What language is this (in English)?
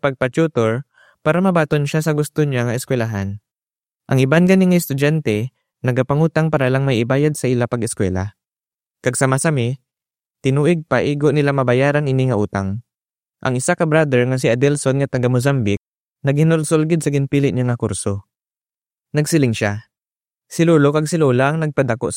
Hiligaynon